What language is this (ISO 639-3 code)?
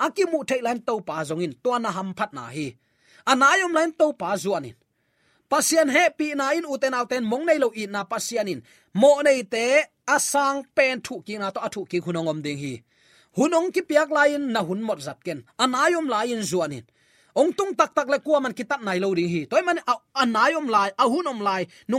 ctd